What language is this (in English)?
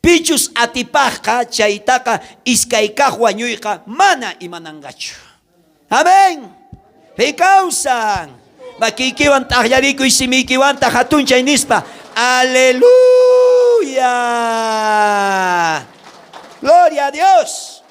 South Bolivian Quechua